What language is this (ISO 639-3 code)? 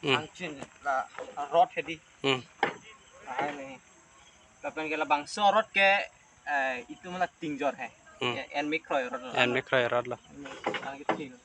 mjw